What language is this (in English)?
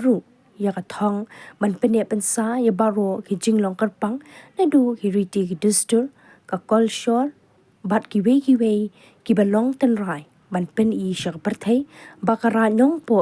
Khasi